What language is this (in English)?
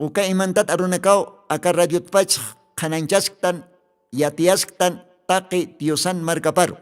Aymara